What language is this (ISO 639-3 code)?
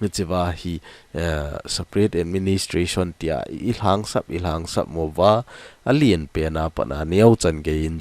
tcz